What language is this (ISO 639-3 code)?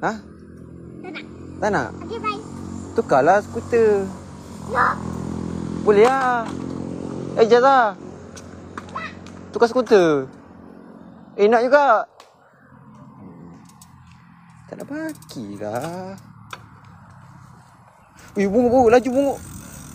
msa